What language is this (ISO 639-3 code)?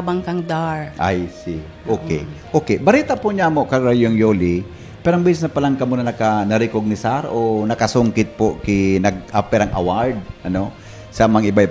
bik